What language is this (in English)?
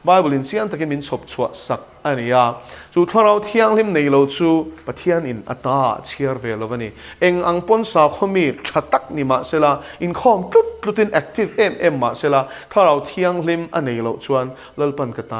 Mizo